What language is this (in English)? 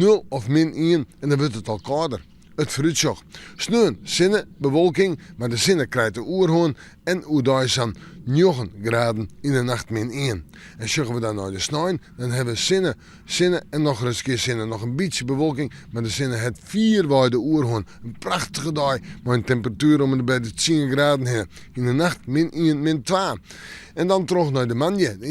Western Frisian